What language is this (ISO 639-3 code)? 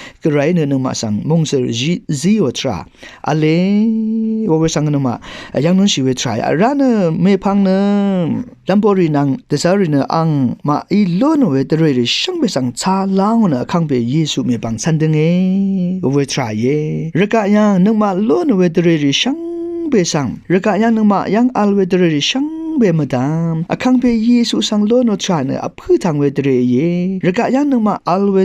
raw